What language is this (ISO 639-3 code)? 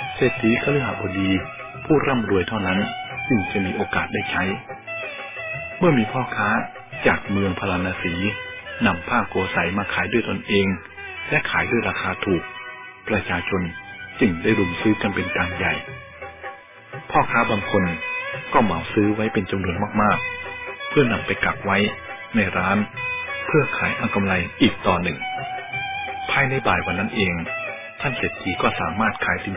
tha